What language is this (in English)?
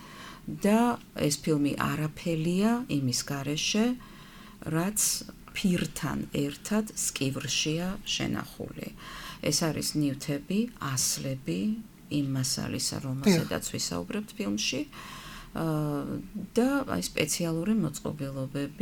Georgian